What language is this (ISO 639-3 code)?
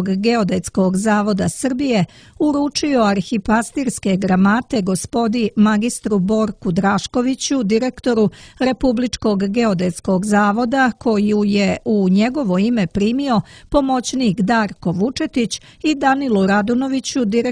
srp